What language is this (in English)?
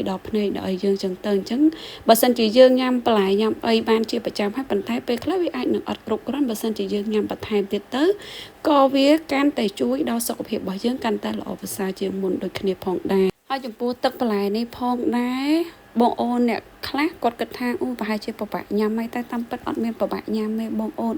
Khmer